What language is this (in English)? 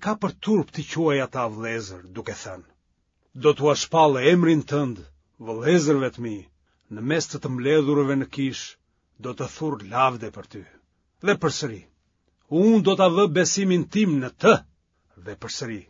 Albanian